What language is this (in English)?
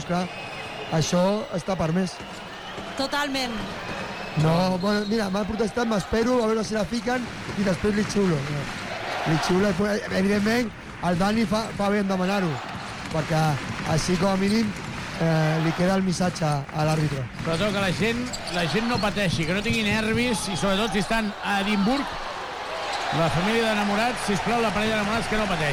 Catalan